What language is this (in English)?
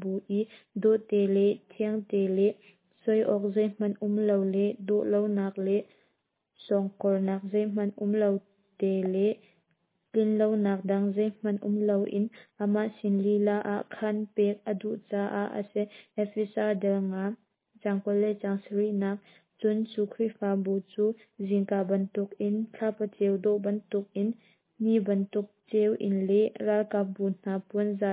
Hakha Chin